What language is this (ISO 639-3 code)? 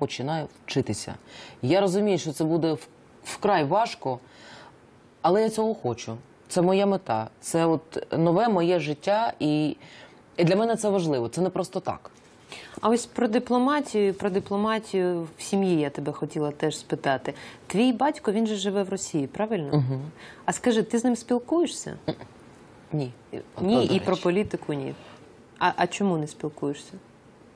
ukr